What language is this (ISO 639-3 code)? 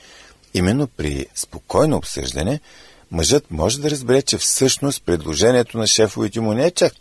bul